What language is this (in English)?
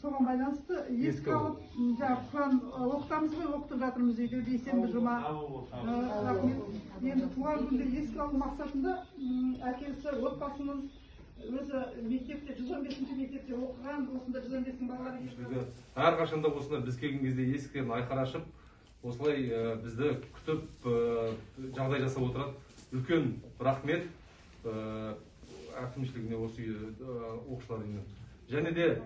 Kazakh